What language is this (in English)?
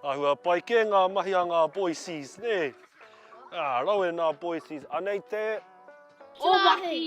Māori